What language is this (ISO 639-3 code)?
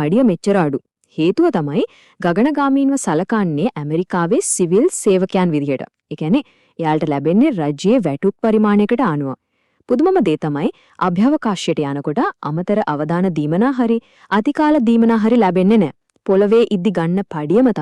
sin